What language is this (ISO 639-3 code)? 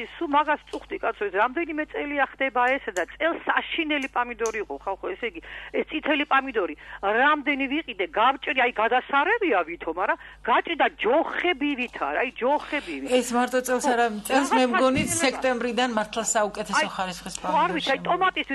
kat